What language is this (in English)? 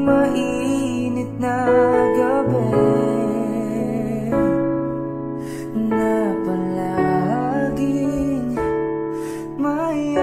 Filipino